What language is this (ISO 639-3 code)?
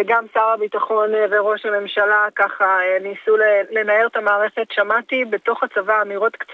heb